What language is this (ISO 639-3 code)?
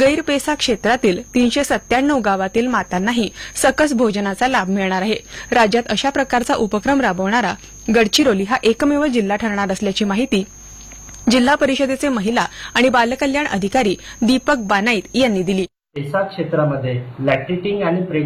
mar